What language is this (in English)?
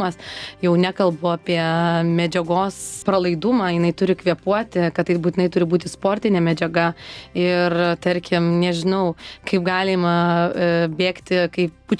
Lithuanian